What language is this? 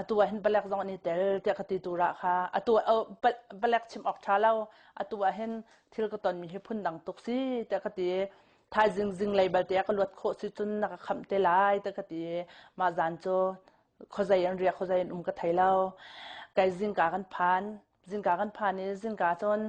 Hakha Chin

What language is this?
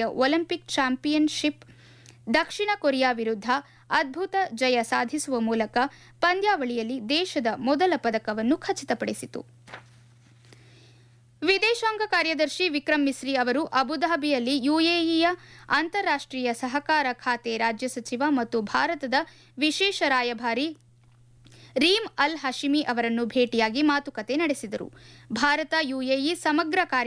Kannada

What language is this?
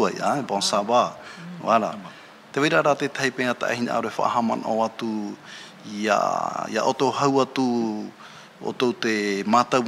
Tahitian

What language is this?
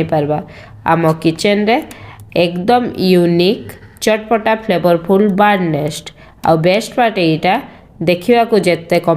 Odia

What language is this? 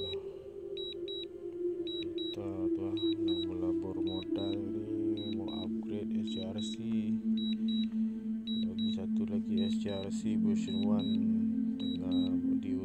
Malay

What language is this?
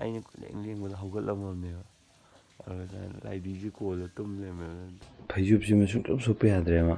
Manipuri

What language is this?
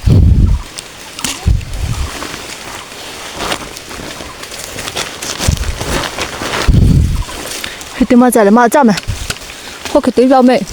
Lahu Shi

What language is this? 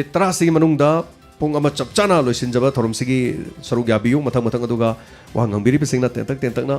Manipuri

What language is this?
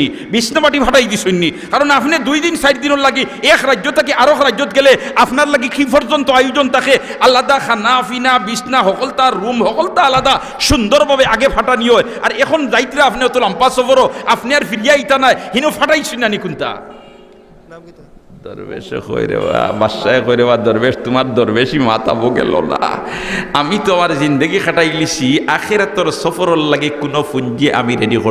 Sylheti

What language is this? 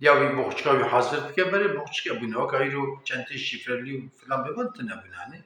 Kurdish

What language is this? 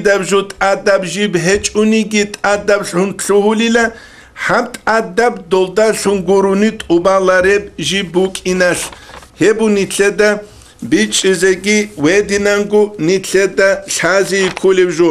Avaric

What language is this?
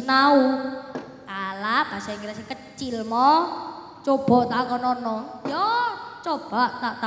Javanese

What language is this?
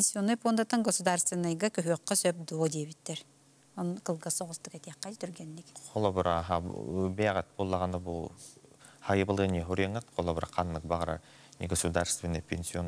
Yakut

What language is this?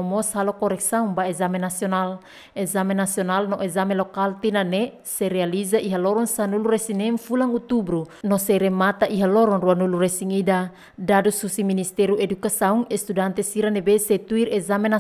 Tetum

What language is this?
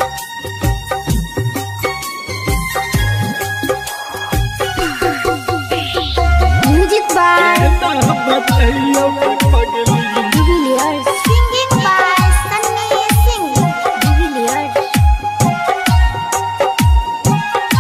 Bhojpuri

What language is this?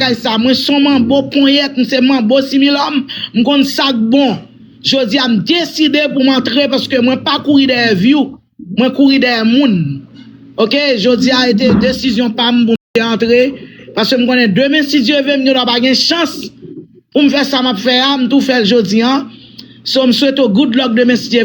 Haitian Creole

